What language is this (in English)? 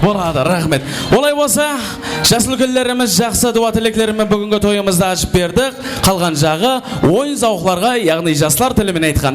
Kara-Kalpak